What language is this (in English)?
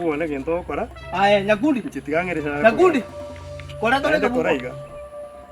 Gusii